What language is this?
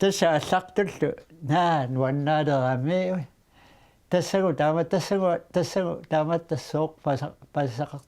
Kalaallisut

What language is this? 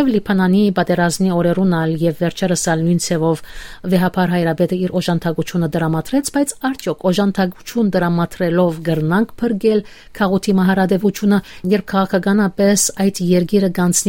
Western Armenian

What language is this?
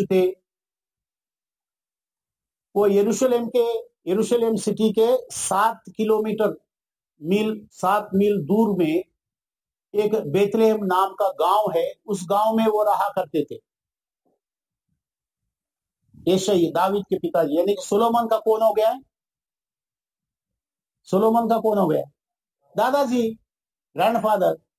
Hindi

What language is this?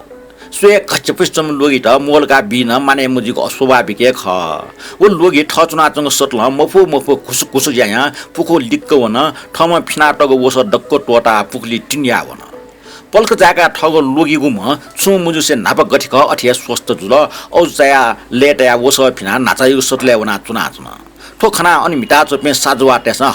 Newari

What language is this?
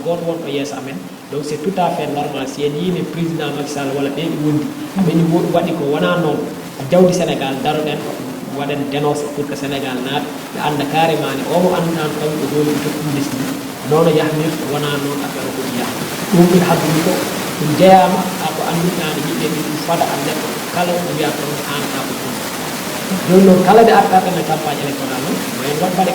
Fula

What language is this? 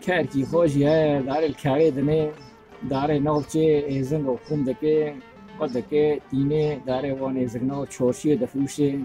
Kurdish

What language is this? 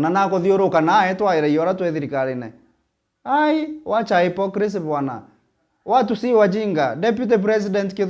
Meru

